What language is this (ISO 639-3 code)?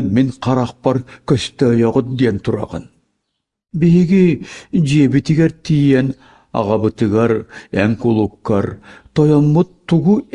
sah